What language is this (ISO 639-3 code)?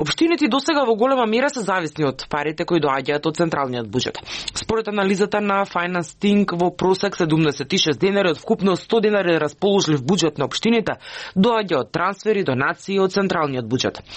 mkd